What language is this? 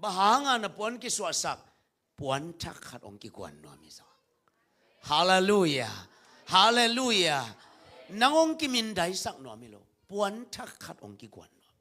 Tedim Chin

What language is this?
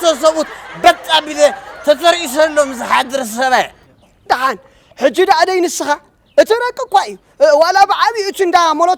Tigrinya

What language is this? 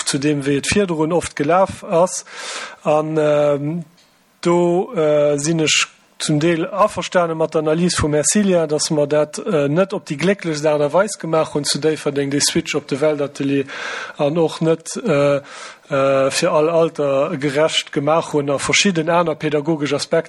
Luxembourgish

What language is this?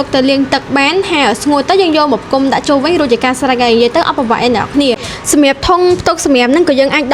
Khmer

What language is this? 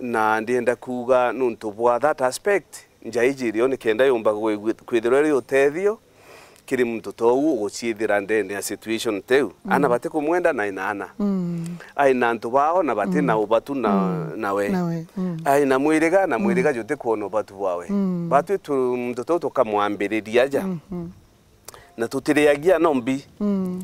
Meru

